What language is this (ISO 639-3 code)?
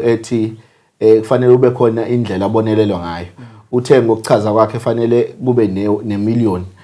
zul